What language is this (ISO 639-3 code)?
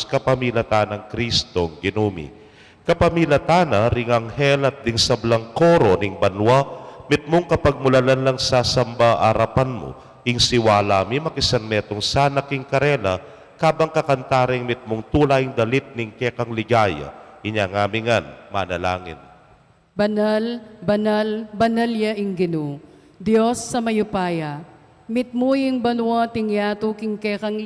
pam